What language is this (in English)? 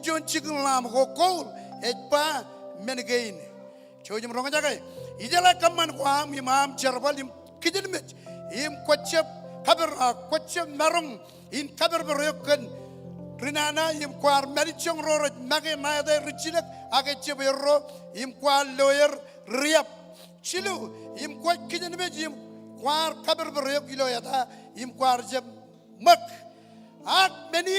Marshallese